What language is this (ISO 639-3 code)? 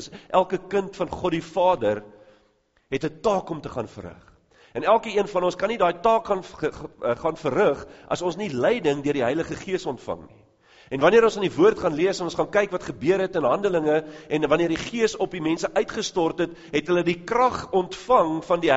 afr